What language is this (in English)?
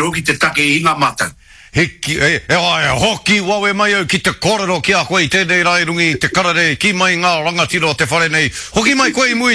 Māori